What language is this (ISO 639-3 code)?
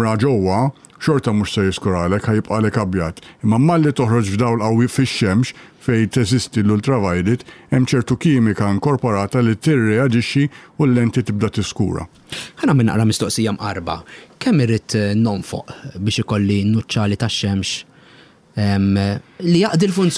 mlt